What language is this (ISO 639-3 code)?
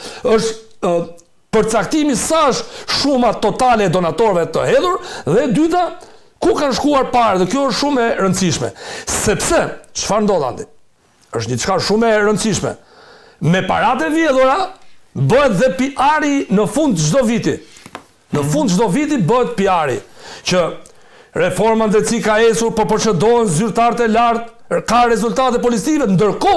sqi